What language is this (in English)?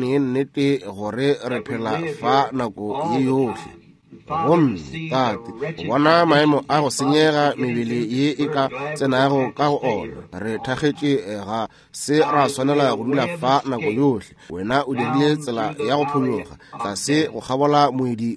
Northern Sotho